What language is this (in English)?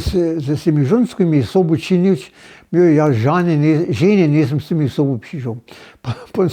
Upper Sorbian